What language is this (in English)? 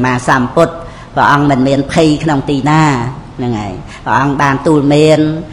Khmer